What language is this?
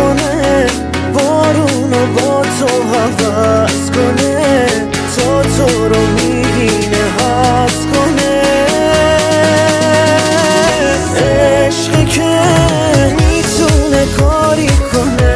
Persian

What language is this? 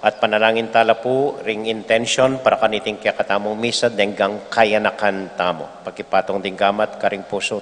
Pampanga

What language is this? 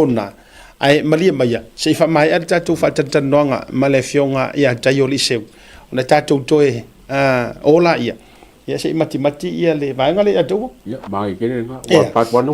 Samoan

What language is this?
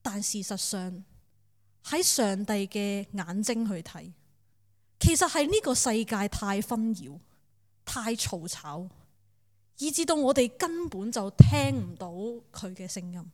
Cantonese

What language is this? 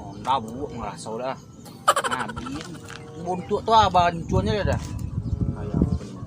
Minangkabau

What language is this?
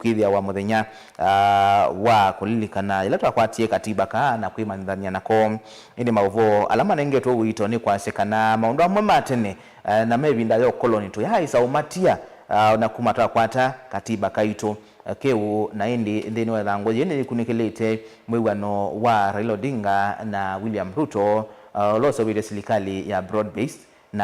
Kamba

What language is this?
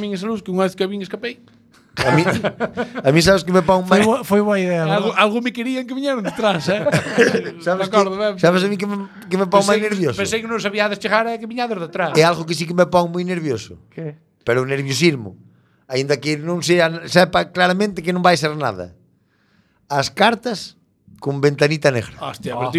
Galician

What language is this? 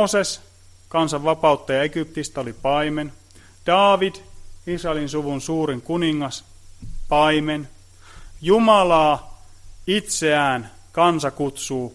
Finnish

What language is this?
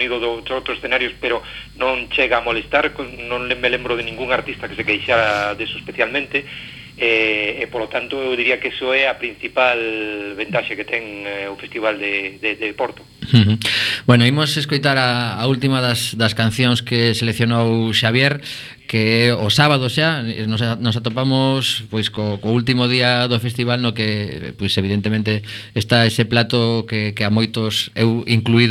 Galician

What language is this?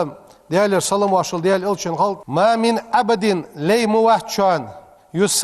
Ingush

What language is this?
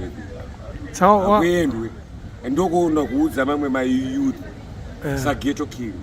Shona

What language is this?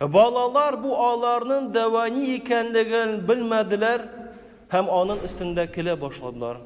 Tatar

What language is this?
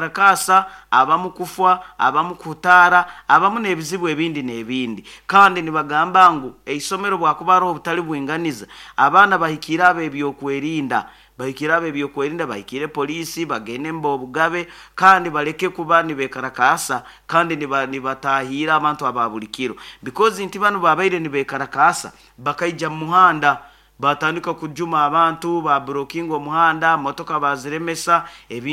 Nyoro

